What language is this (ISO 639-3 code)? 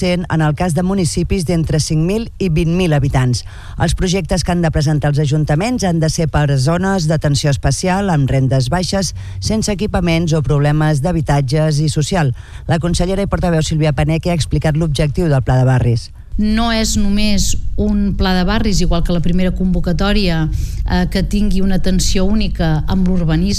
cat